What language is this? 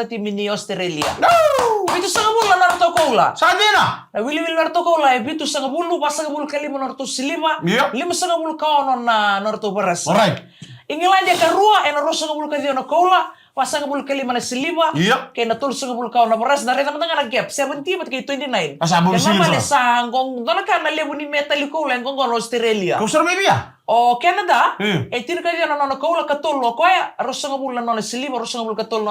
Fijian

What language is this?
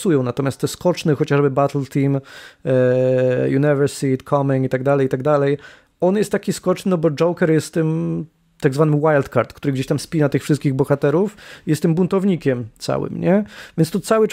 Polish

